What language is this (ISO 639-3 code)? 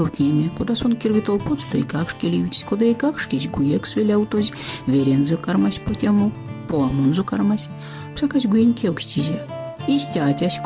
myv